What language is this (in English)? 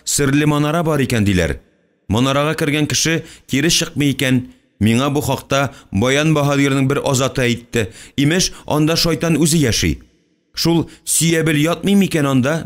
Tatar